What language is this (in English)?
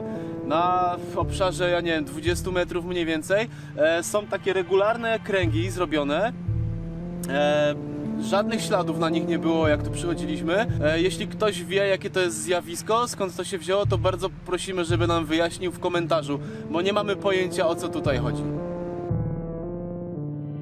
Polish